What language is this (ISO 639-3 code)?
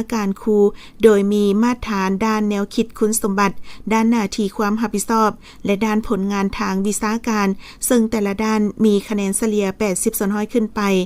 lao